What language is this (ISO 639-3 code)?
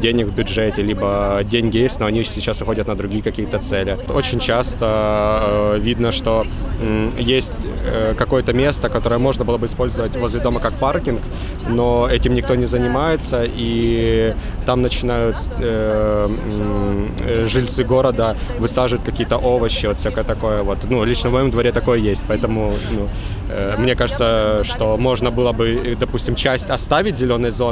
rus